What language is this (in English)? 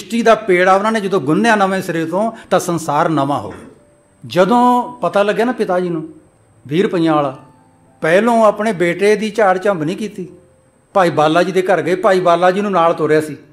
Punjabi